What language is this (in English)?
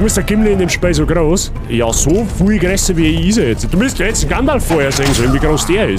Bavarian